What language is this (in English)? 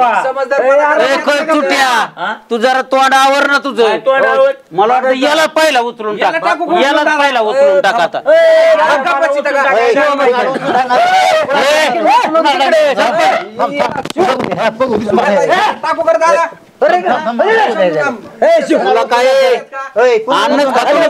Marathi